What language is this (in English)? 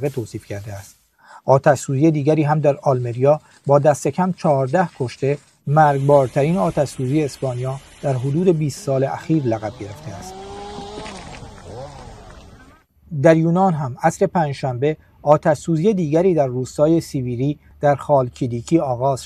Persian